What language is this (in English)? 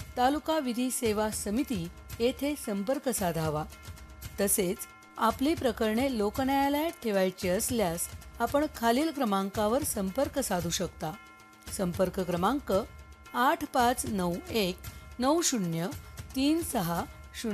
Marathi